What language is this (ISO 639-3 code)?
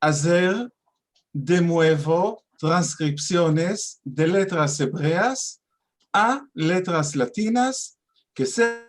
lad